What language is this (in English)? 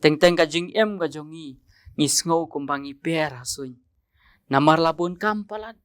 Khasi